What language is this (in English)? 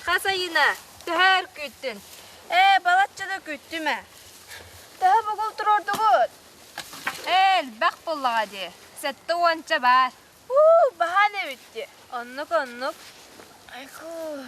Yakut